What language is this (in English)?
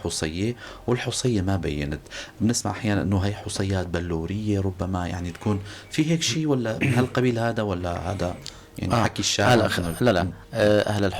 North Levantine Arabic